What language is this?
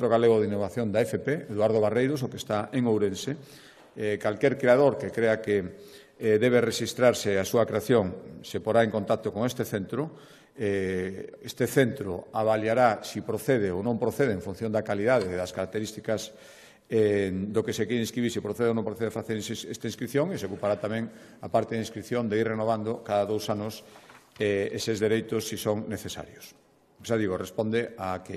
Galician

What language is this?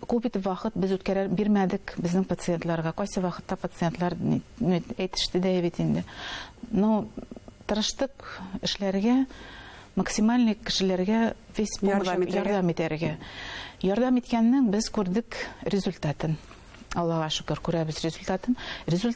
Bashkir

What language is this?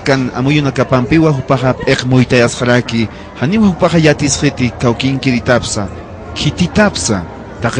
Aymara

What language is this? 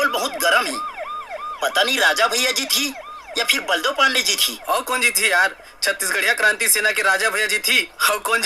Chhattisgarhi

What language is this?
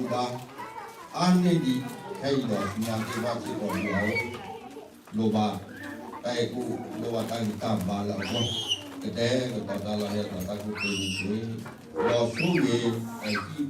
S'gaw Karen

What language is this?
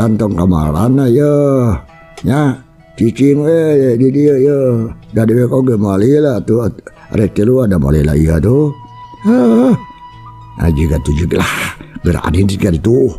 Sundanese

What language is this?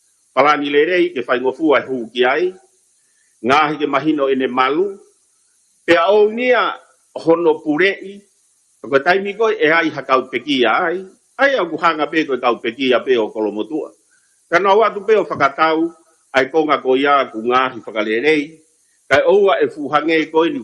Tongan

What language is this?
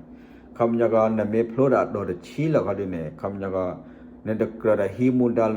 S'gaw Karen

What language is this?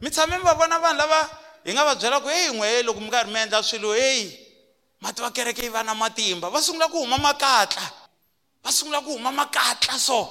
Tsonga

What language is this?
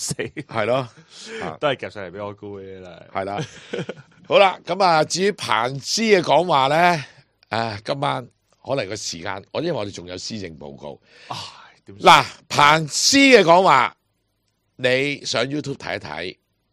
Cantonese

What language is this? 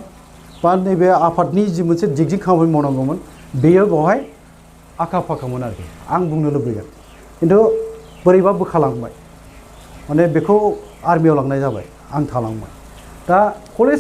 Bodo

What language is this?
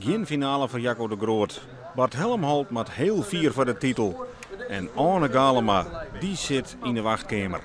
Western Frisian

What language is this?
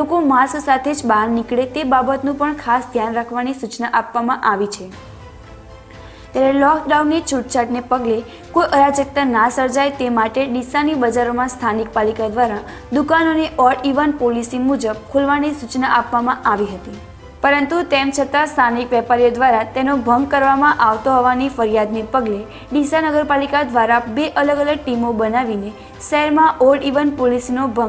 Gujarati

